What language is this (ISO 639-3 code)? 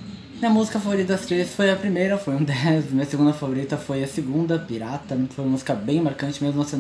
por